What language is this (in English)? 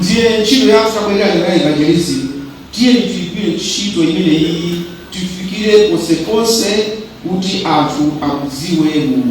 Nyanja